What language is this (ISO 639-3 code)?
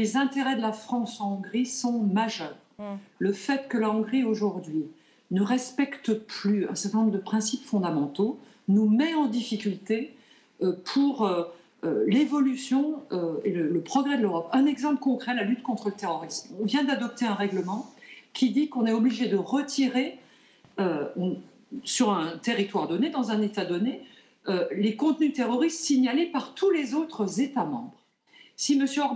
fra